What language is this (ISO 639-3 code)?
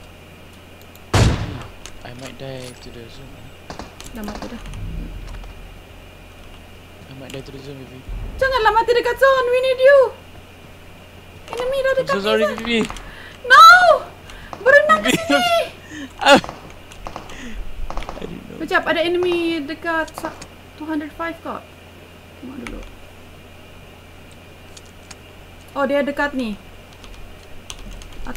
msa